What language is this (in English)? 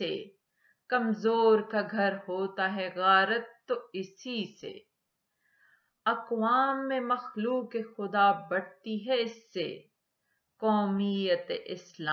Urdu